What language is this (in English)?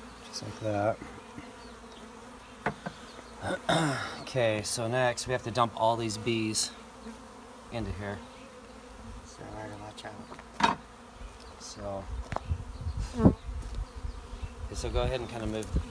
English